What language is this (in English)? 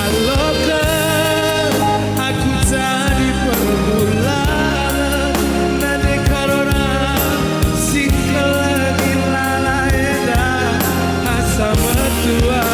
Batak Karo